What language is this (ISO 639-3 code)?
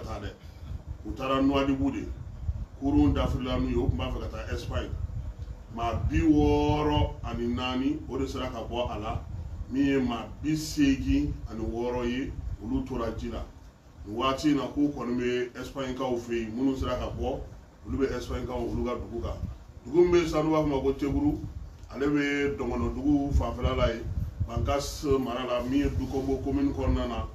bam